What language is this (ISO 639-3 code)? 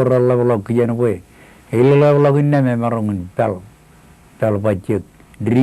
mah